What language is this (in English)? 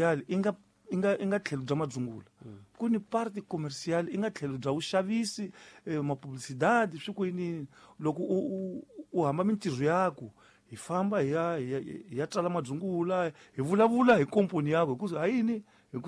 Tsonga